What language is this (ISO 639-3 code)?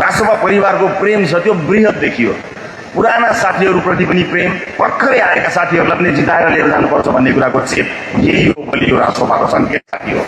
nep